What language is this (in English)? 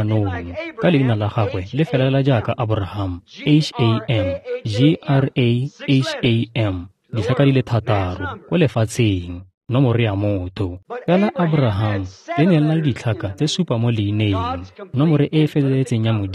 Tswana